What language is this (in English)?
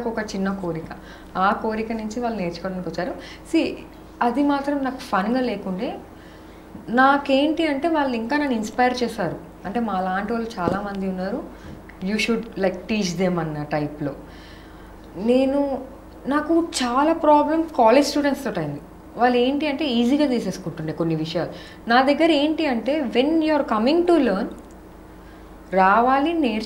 Telugu